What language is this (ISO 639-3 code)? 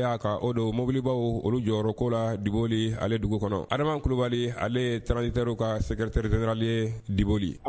bam